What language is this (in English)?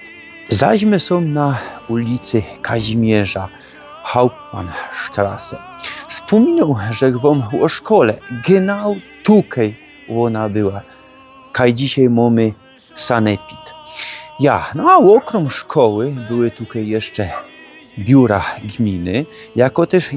Silesian